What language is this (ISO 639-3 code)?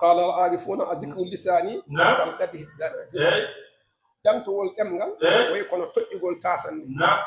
ful